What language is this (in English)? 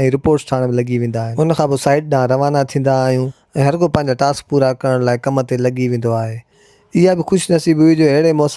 Sindhi